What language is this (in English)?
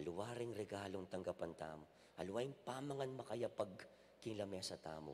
Pampanga